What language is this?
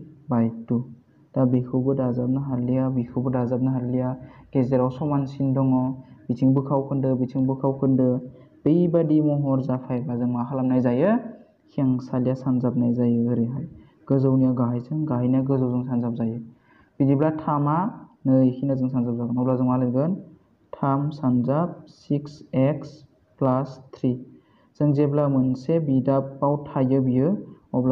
Bodo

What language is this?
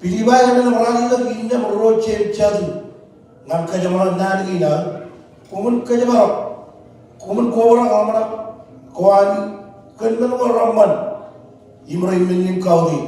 Marshallese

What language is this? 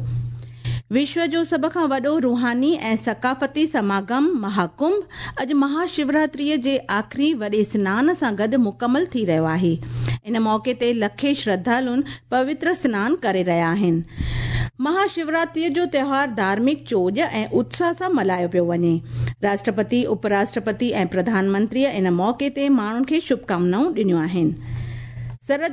Sindhi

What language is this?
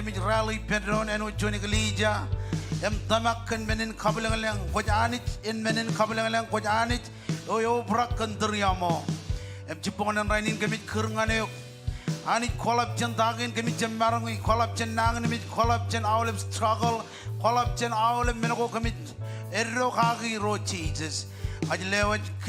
Marshallese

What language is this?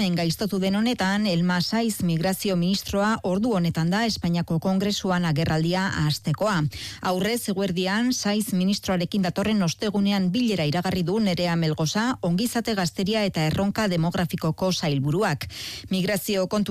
Basque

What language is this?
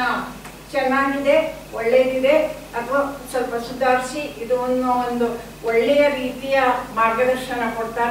Kannada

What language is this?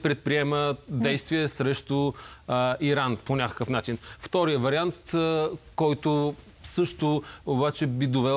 Bulgarian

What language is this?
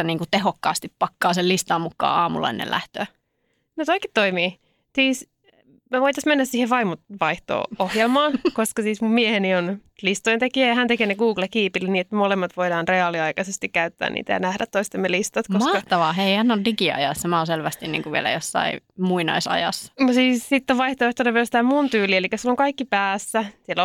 Finnish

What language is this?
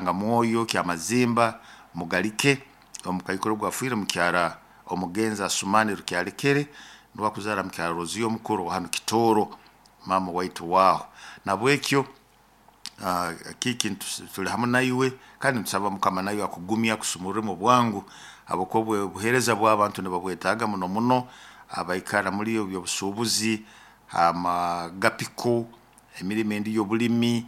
Nyoro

